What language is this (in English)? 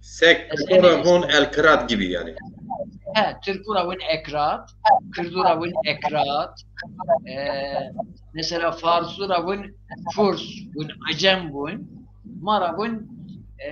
Zaza